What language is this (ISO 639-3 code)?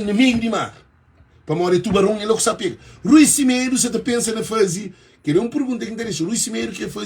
kea